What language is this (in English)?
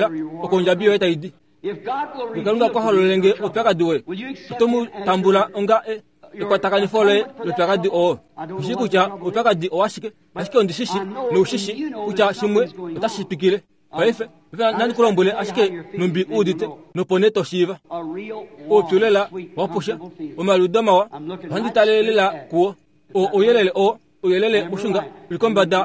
Kuanyama